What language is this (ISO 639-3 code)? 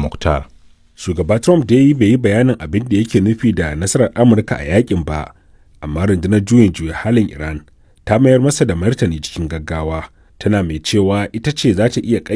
hau